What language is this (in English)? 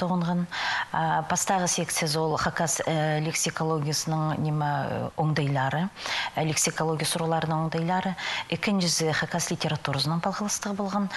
Khakas